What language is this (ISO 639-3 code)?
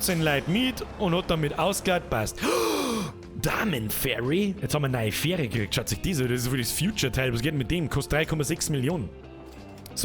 bar